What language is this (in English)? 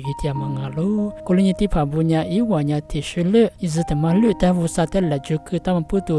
Lisu